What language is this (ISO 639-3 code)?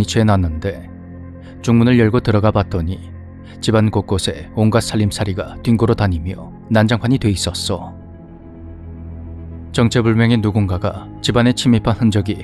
kor